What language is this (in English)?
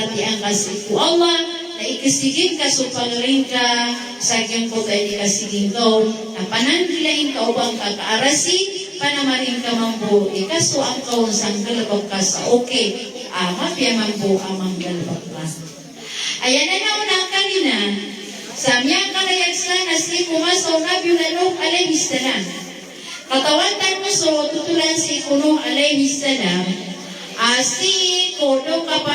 Maranao